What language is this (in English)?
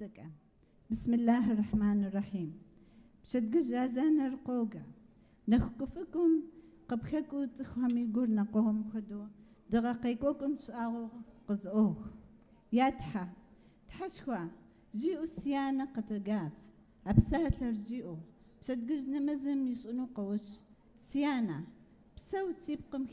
Kabardian